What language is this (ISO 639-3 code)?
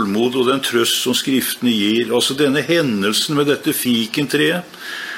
nor